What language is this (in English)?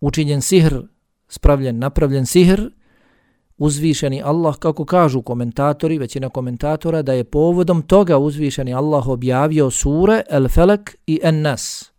Bosnian